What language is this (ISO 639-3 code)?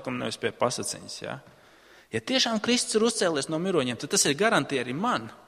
lav